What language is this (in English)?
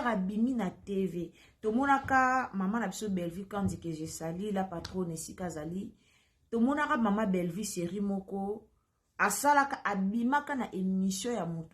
Lingala